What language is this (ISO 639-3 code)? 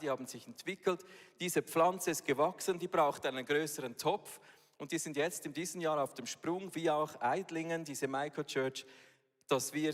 gsw